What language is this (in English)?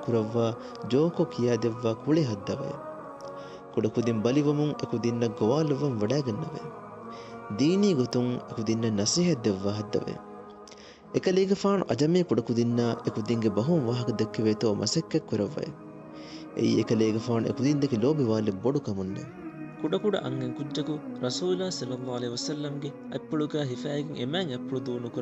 Divehi